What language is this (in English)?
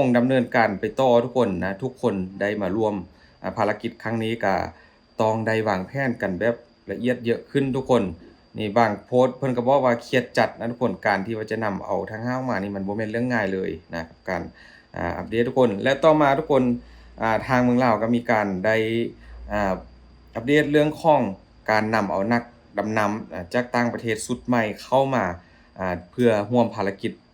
Lao